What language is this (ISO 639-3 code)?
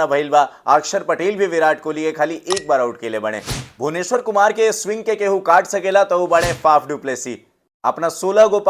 bho